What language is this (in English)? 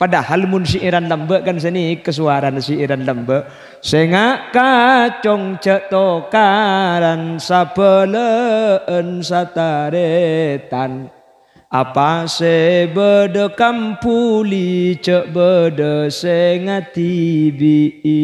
Madurese